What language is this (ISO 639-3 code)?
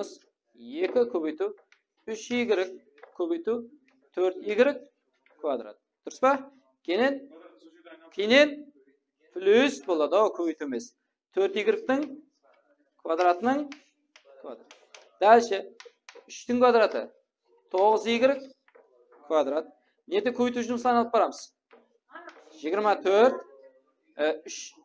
kaa